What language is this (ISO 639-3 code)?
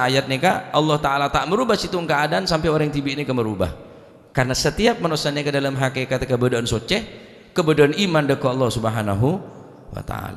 mad